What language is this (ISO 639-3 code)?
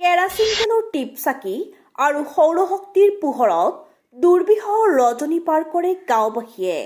asm